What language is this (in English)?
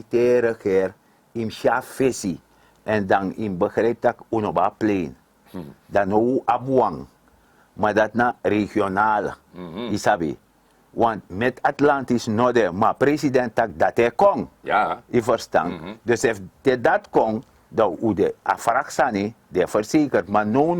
Sranan Tongo